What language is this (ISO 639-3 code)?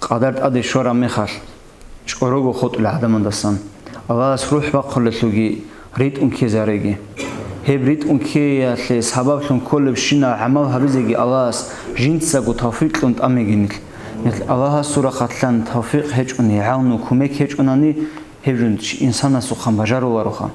ava